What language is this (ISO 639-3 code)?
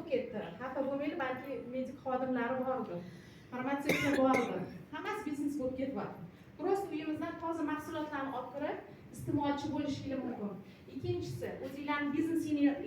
uzb